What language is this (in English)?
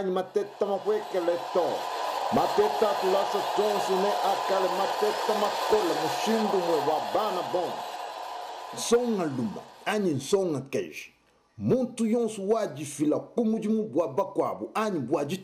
Luba-Lulua